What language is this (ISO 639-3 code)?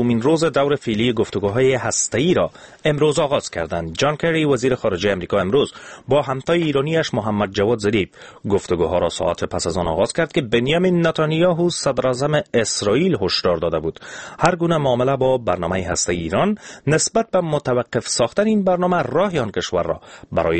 fas